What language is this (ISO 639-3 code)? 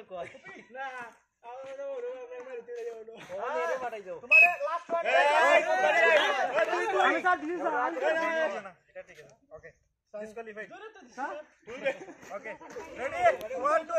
syl